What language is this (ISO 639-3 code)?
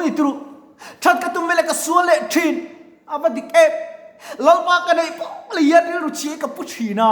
lus